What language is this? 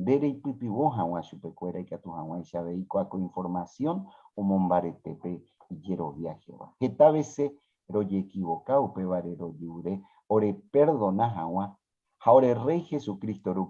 Guarani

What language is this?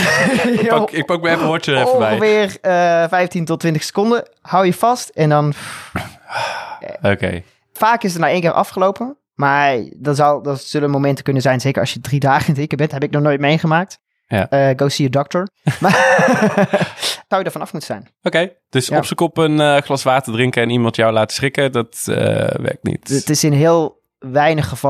Dutch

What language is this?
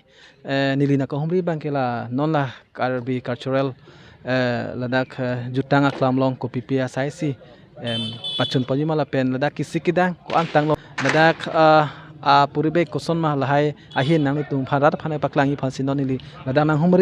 Karbi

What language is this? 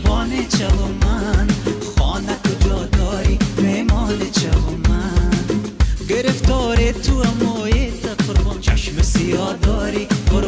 Persian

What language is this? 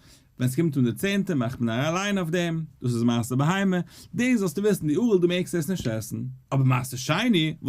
Yiddish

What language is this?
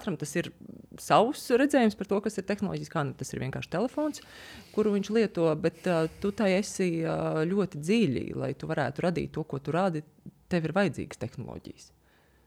Latvian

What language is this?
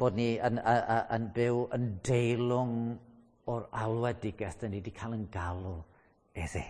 Welsh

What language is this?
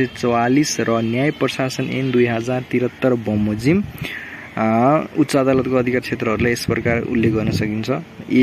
Nepali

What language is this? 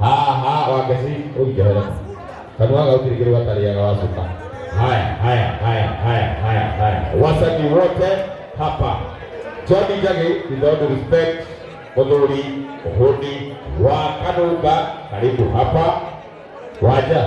Kikuyu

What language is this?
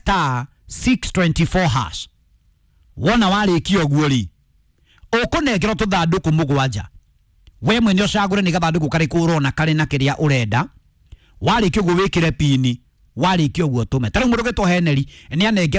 Kikuyu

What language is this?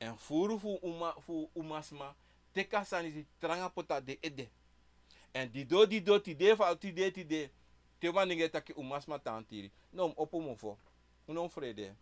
Sranan Tongo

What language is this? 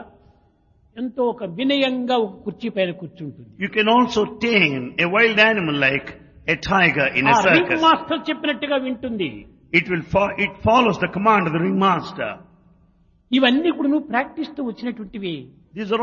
Telugu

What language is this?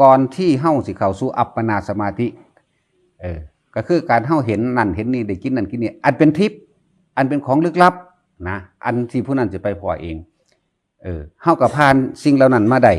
Northeastern Thai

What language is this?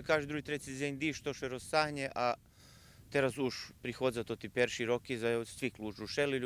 Rusyn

